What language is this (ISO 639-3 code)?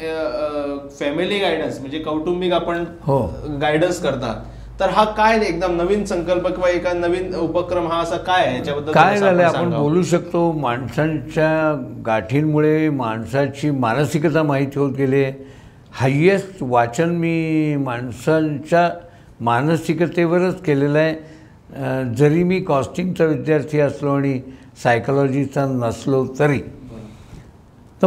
mar